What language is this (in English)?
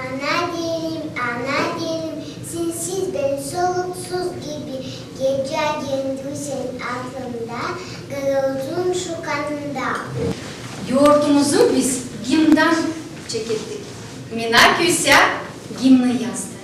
Gagauz